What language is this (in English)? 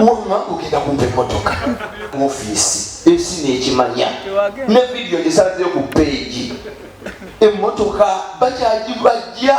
Ganda